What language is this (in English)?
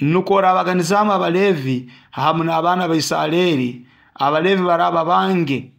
Nyoro